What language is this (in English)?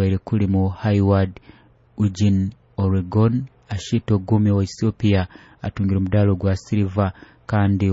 Nyoro